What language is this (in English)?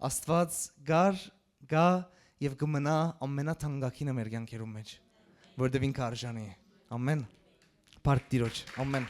Western Armenian